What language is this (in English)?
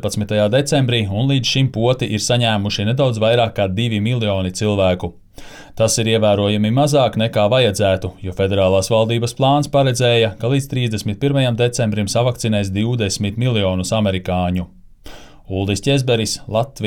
Latvian